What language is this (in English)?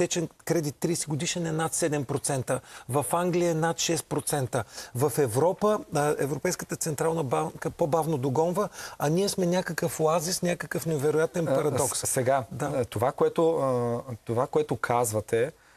Bulgarian